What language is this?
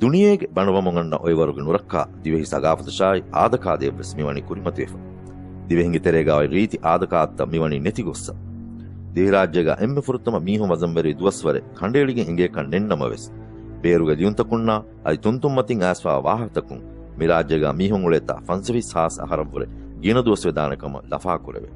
Divehi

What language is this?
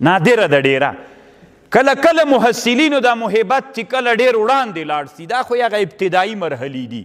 Pashto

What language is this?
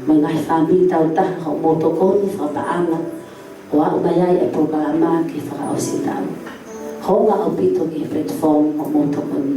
Tongan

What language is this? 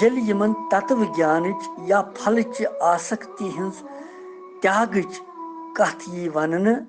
Kashmiri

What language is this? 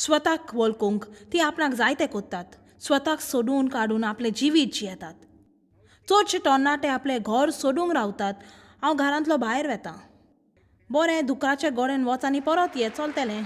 Konkani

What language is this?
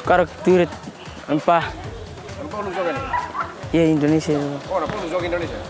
Tetum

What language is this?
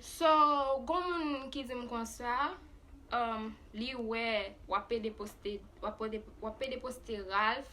Haitian Creole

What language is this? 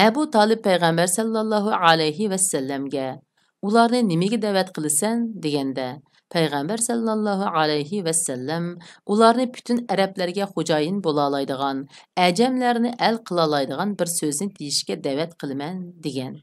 Uyghur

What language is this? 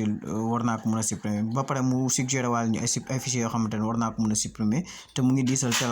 Wolof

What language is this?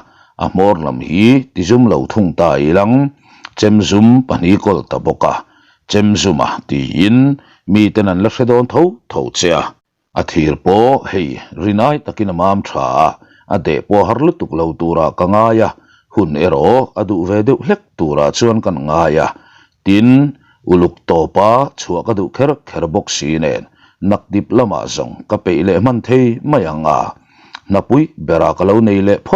Mizo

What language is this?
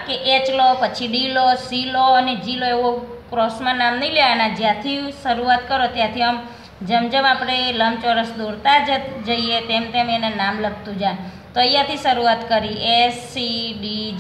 Gujarati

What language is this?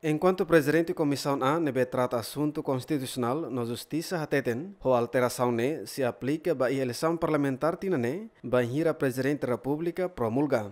Tetum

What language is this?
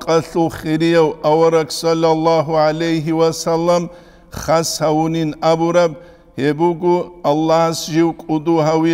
Avaric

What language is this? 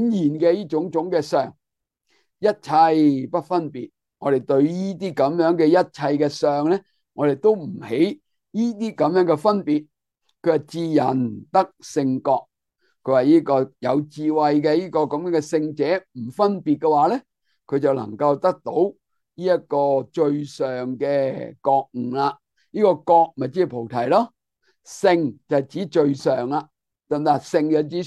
Cantonese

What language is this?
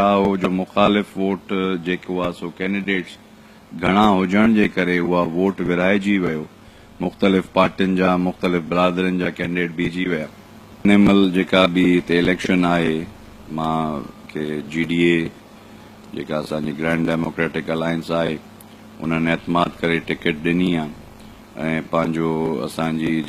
Sindhi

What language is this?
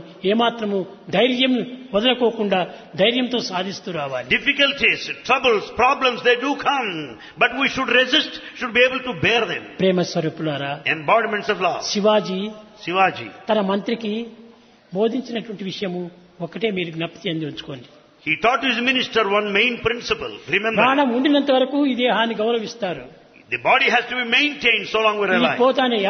Telugu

